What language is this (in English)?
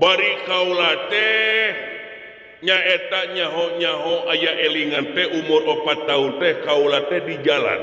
Sundanese